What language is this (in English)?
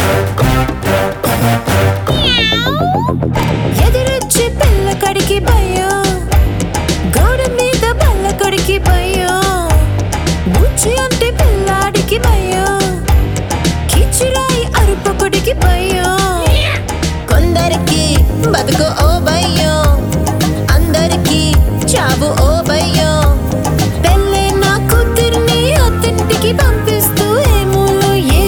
Telugu